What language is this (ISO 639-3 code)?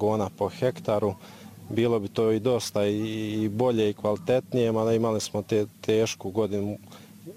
srp